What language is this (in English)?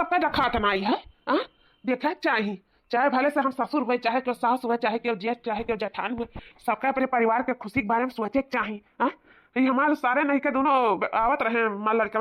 Awadhi